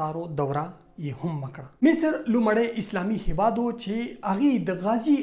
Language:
Pashto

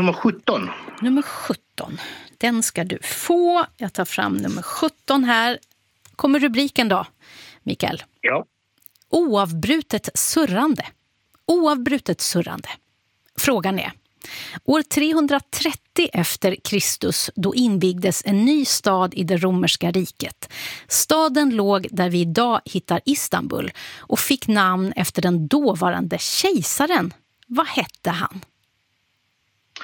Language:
Swedish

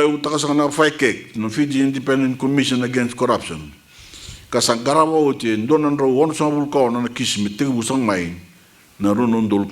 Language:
Fijian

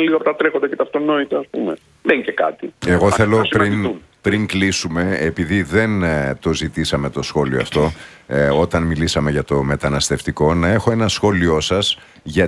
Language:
Greek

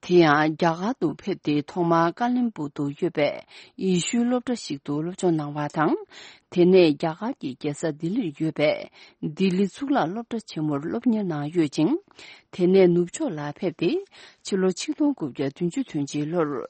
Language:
Tibetan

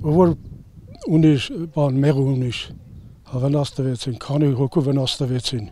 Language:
Armenian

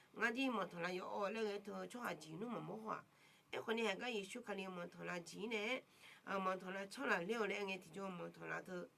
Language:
Akha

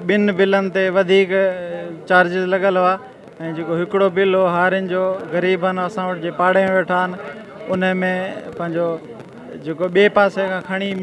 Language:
Sindhi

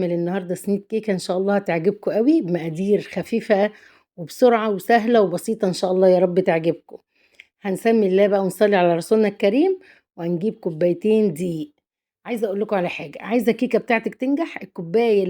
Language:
Egyptian Arabic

